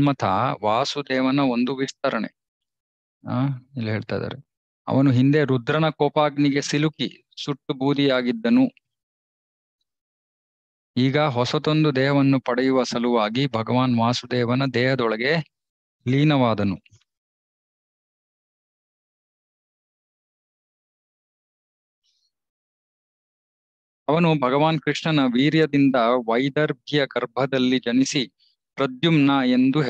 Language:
Kannada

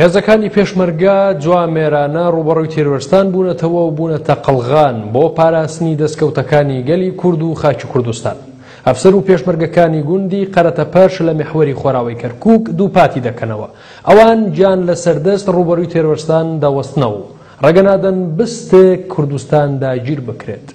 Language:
Central Kurdish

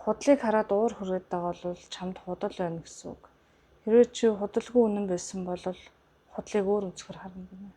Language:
Mongolian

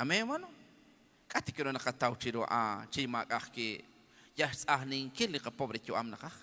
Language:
Kekchí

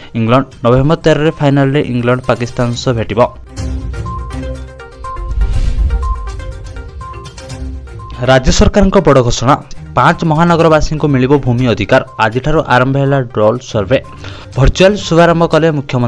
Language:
Odia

